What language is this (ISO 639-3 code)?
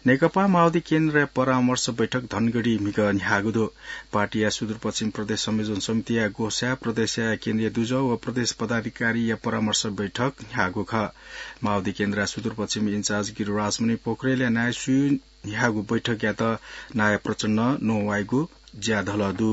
new